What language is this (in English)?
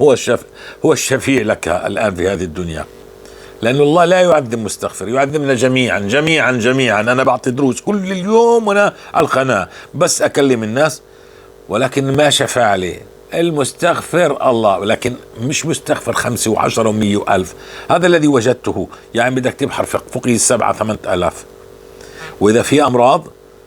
North Levantine Arabic